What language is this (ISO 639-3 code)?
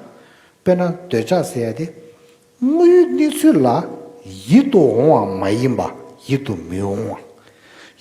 bod